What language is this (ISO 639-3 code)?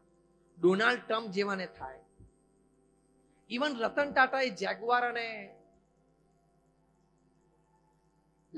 guj